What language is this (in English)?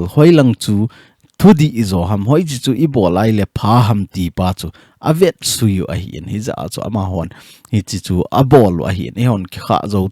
Thado Chin